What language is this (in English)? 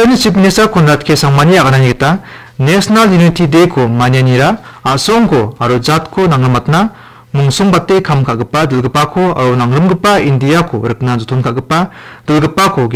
Garo